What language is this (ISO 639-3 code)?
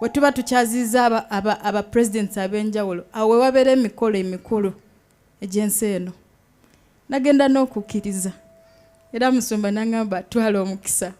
lug